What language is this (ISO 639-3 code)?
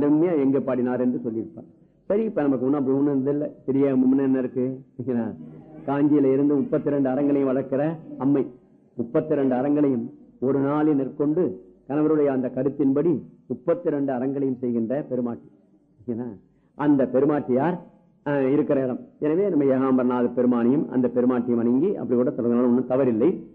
tam